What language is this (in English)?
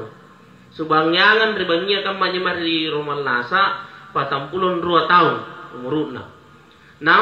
Makasar